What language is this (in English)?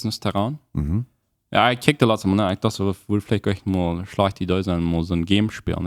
Plautdietsch